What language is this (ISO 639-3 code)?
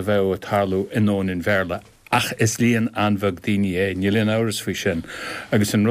gle